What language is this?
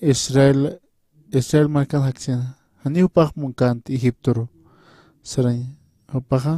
Aymara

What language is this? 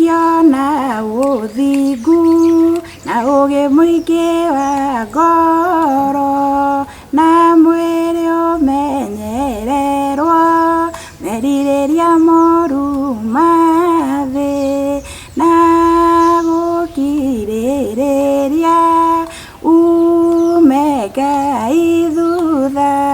Kikuyu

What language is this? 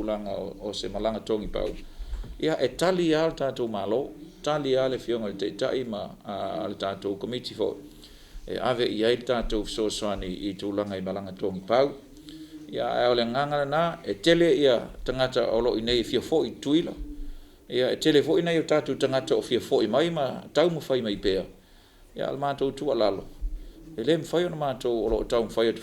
Samoan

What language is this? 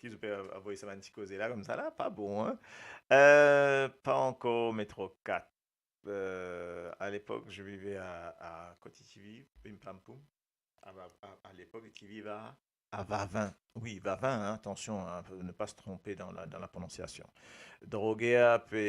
Morisyen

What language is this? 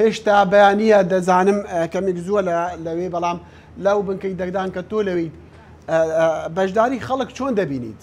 Central Kurdish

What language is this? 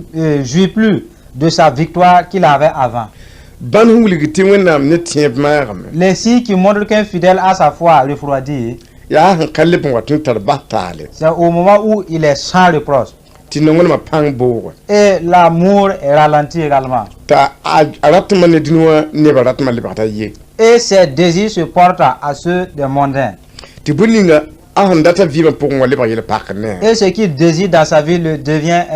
Mossi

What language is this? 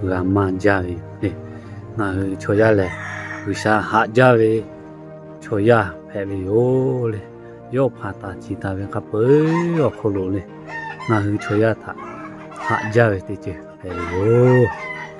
Lahu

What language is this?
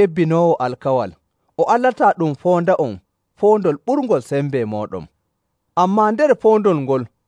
Nigerian Fulfulde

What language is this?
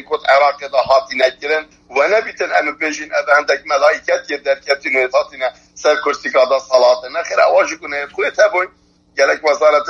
Kurdish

